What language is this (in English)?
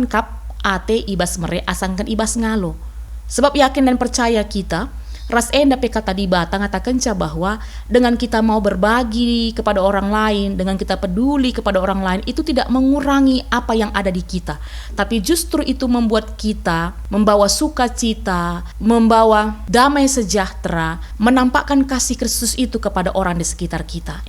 Batak Karo